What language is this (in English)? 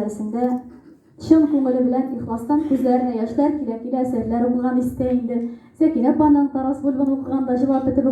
Tatar